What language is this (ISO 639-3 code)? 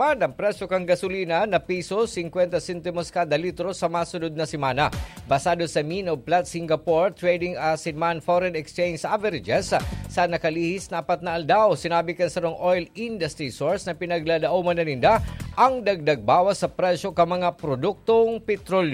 bik